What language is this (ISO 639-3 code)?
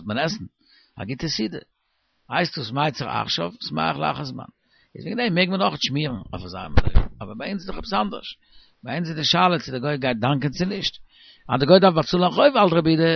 yid